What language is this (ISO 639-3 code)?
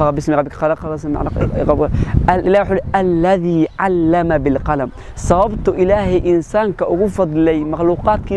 som